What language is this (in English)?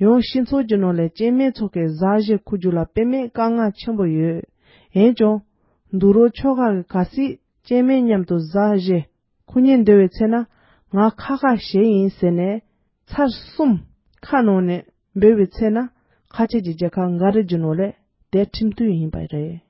Tibetan